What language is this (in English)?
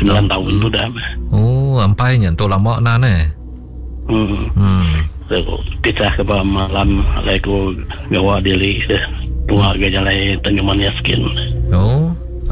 Iban